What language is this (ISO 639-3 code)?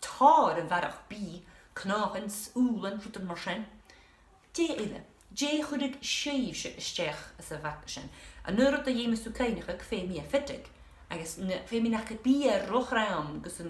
gla